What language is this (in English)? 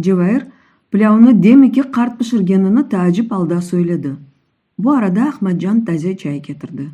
Crimean Tatar